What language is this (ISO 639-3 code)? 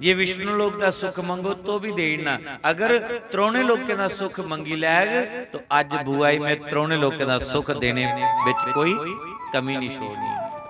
doi